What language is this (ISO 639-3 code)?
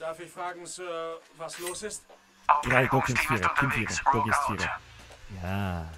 bar